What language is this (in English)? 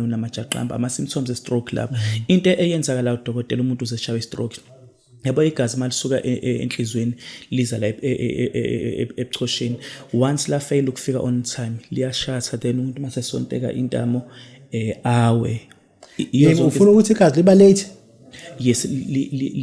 Zulu